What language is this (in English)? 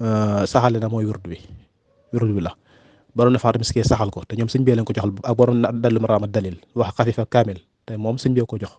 Wolof